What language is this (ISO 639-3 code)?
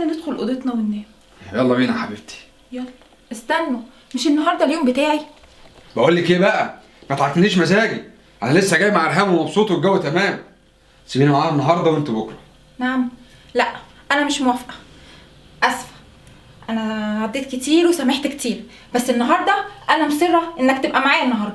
arz